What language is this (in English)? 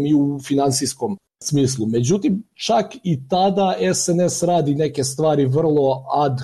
Serbian